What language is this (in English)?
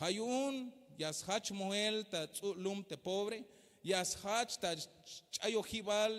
Tzeltal